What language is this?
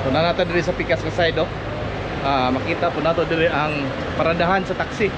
Cebuano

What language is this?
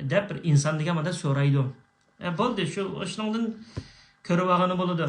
Uyghur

